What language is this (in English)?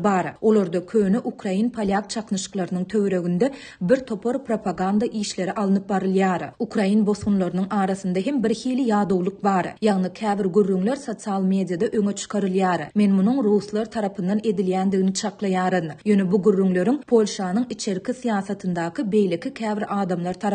Turkmen